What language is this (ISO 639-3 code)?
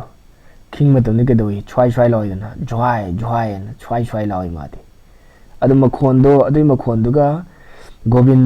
mni